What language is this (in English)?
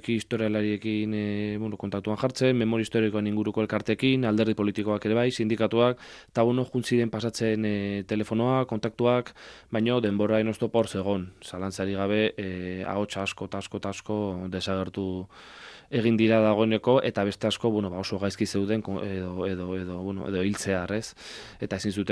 Basque